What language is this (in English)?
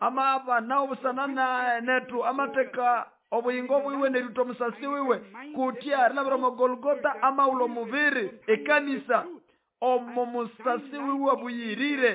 Nande